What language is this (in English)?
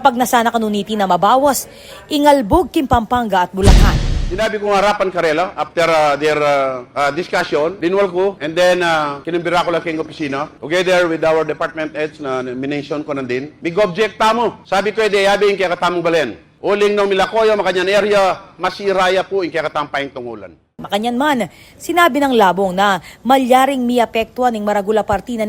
Pampanga